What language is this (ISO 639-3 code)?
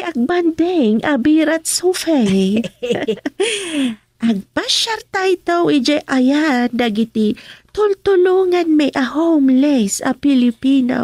ilo